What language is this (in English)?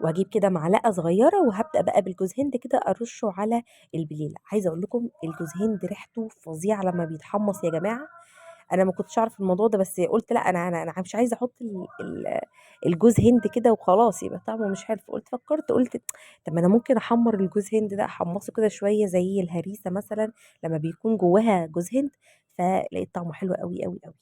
Egyptian Arabic